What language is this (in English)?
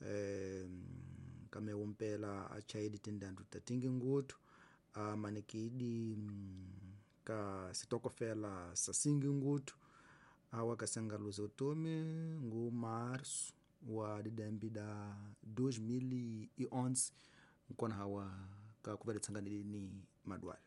Tsonga